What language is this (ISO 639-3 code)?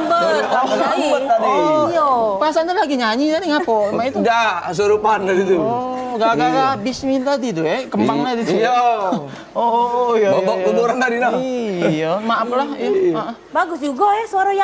mui